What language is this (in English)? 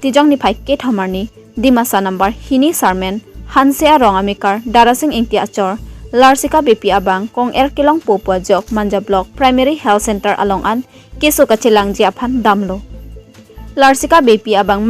Karbi